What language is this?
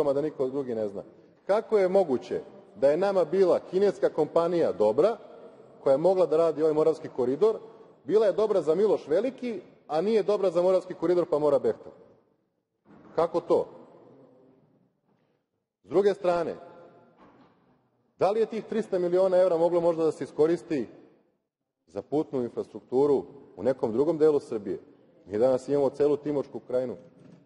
Serbian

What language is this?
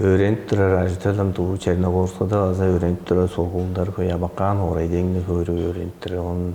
Tuvinian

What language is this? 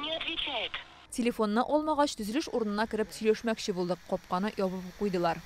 Tatar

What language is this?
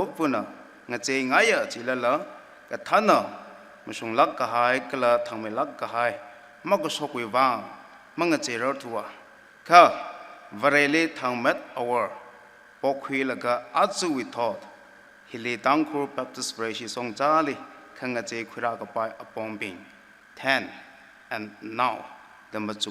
Tangkhul Naga (India)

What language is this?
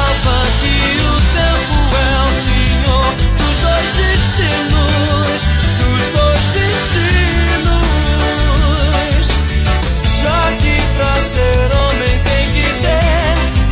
Portuguese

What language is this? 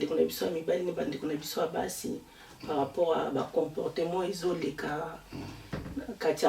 Lingala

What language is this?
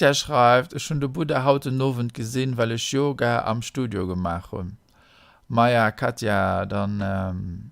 Luxembourgish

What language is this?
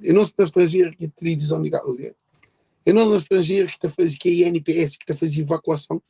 Kabuverdianu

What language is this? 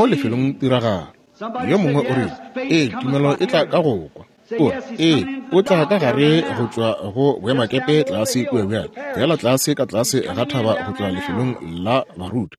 Northern Sotho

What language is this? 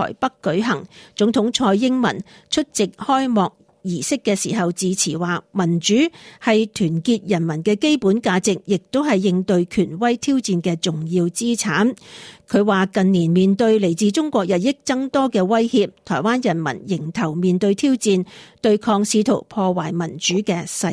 Cantonese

